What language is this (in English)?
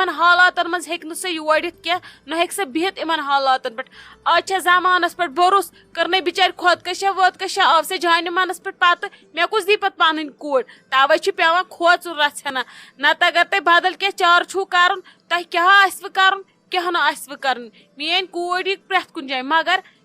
Kashmiri